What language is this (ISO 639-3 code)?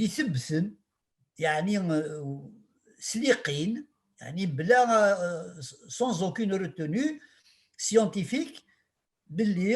kab